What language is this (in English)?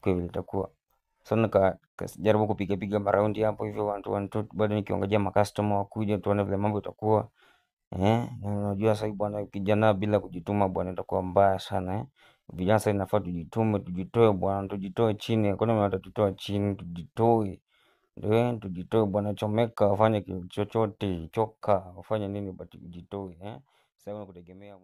Swahili